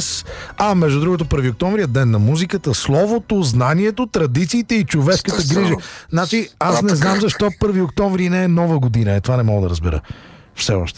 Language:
Bulgarian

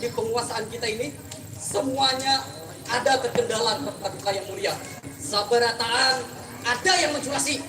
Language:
Banjar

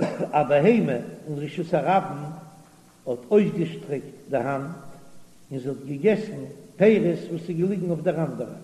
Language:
Yiddish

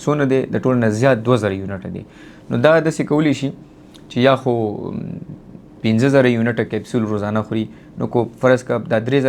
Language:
Pashto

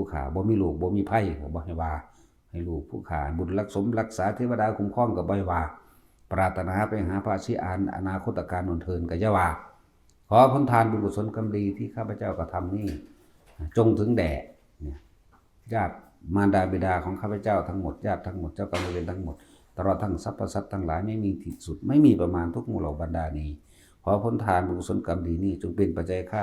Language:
Northeastern Thai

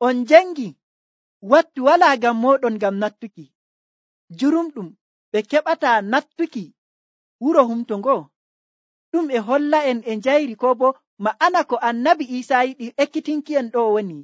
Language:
Nigerian Fulfulde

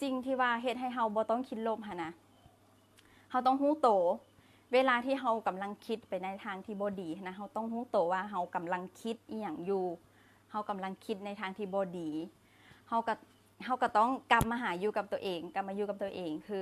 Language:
Lao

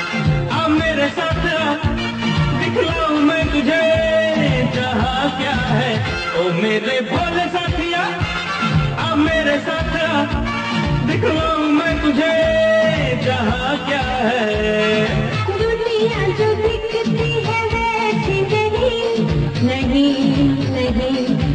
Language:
Hindi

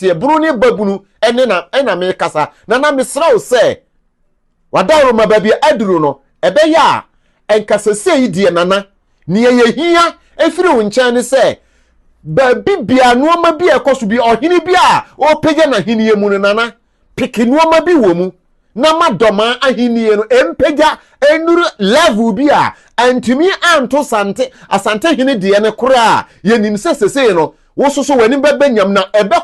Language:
Akan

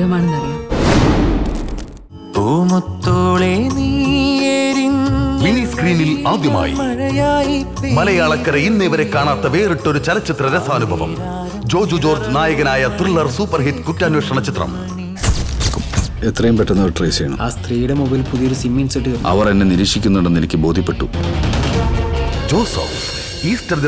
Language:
Malayalam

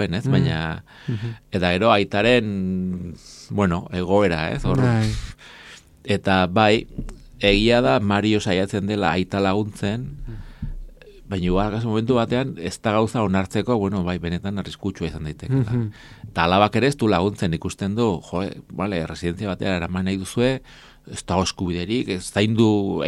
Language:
Basque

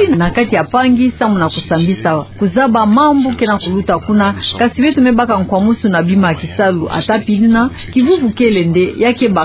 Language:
Kituba (Democratic Republic of Congo)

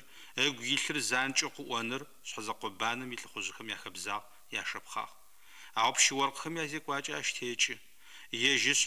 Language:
Adyghe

